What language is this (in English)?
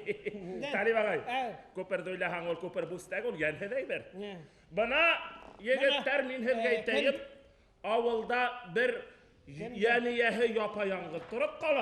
Bashkir